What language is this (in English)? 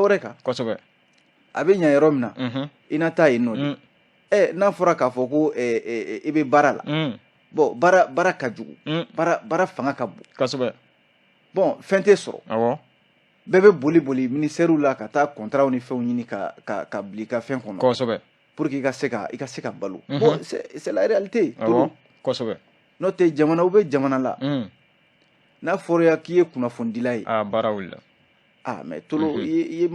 Bambara